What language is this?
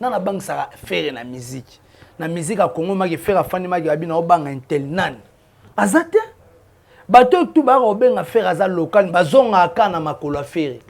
Lingala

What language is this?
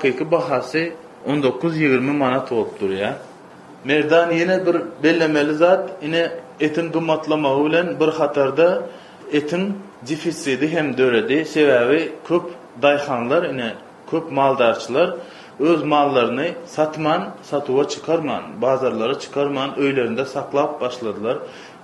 Turkmen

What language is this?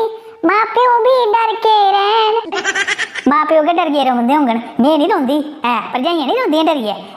Dogri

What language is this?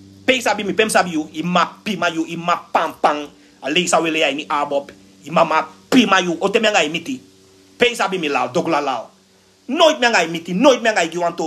Sranan Tongo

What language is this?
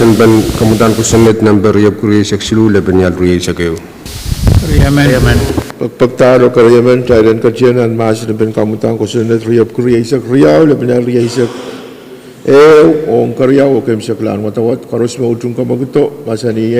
Pohnpeian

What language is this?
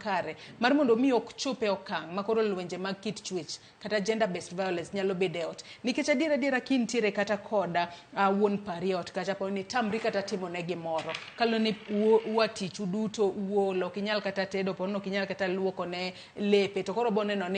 Luo (Kenya and Tanzania)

